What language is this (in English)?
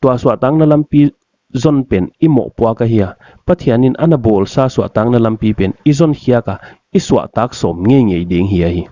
Paite Chin